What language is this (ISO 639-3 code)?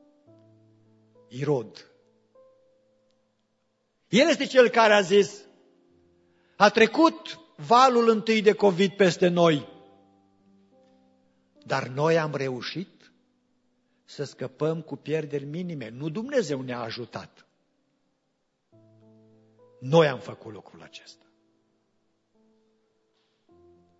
ron